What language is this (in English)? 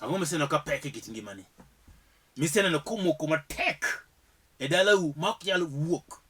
Luo (Kenya and Tanzania)